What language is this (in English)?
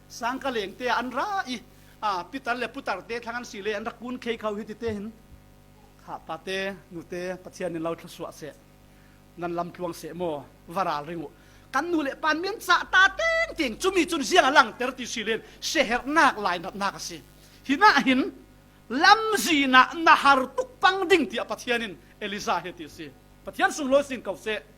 Falam Chin